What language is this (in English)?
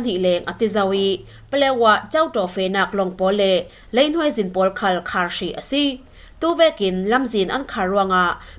Falam Chin